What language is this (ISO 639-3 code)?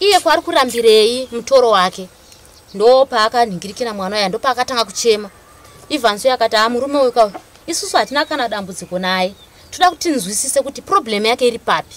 sna